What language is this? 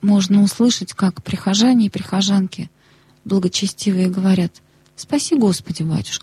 Russian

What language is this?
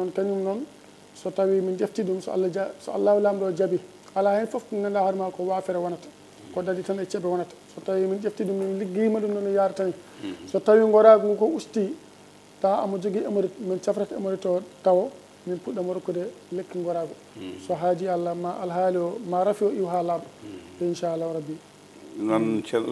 Fula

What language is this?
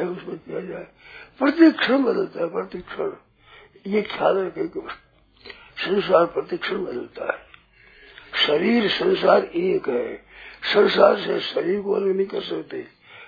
Hindi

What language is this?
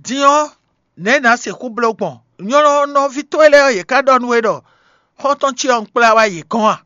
Fon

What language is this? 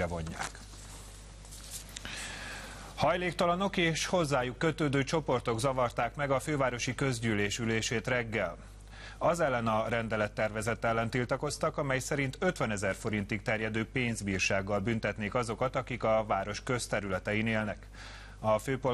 Hungarian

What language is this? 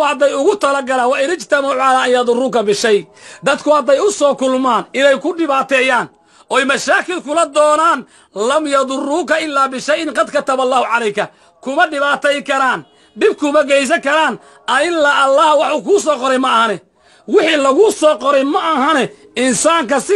Somali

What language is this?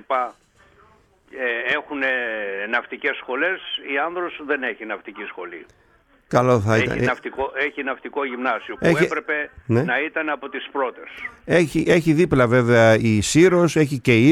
Greek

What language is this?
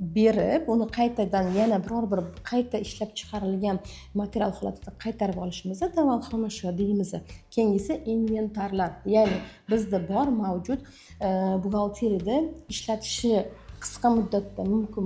Uzbek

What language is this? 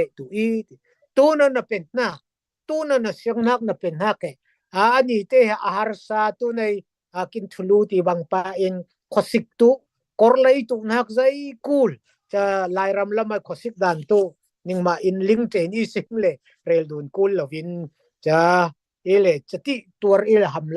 Falam Chin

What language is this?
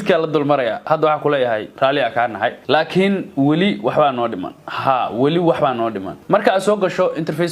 Somali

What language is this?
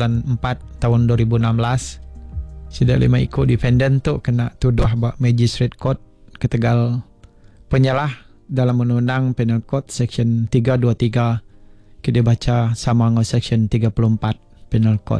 Iban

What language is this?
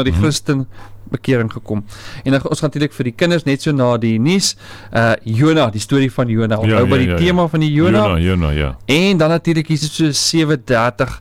Afrikaans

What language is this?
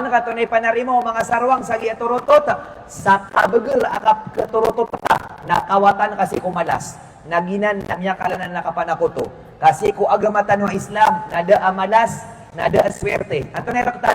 Maranao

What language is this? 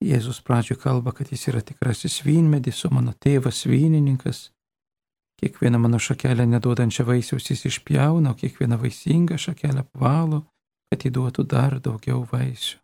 Lithuanian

